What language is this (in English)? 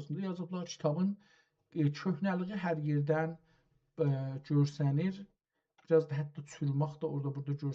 South Azerbaijani